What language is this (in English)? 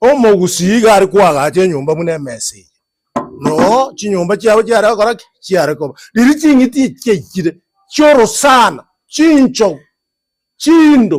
Gusii